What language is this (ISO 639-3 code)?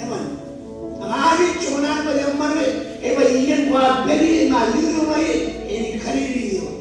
mah